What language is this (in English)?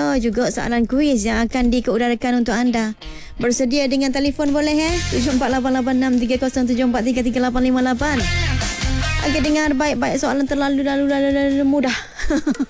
Malay